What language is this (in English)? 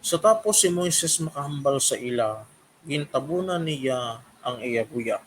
Hiligaynon